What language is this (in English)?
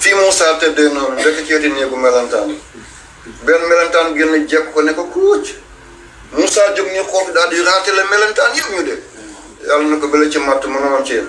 Wolof